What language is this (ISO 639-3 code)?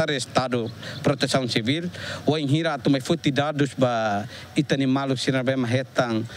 tet